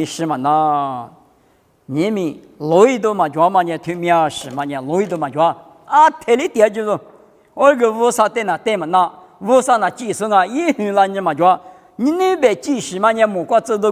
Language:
Lisu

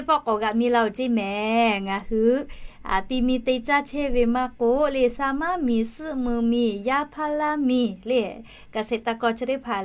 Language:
Lahu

